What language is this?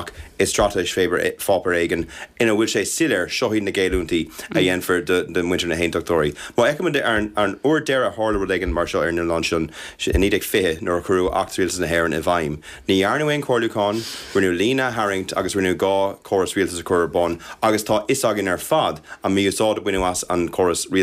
Irish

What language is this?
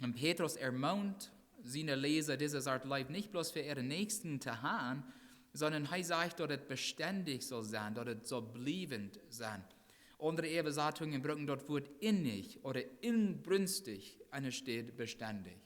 Plautdietsch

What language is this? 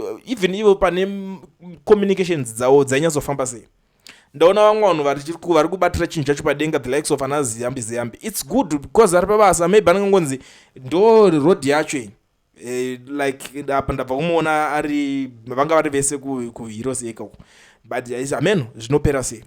Shona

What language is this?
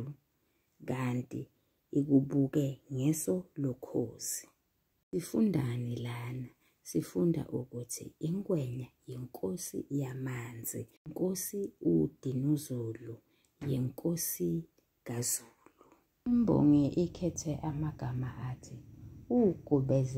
Zulu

